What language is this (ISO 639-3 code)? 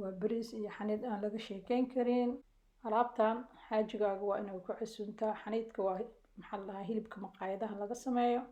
som